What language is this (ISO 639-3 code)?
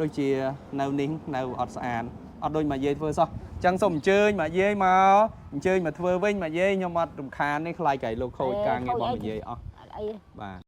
khm